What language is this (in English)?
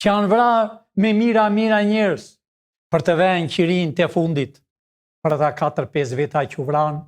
Albanian